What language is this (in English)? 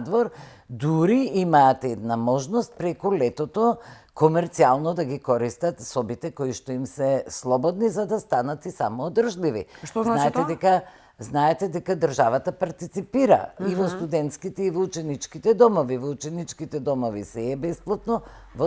Macedonian